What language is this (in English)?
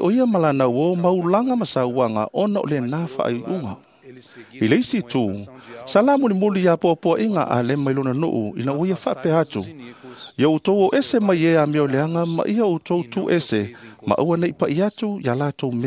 Samoan